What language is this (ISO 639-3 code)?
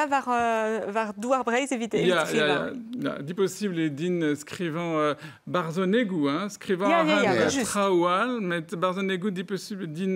bre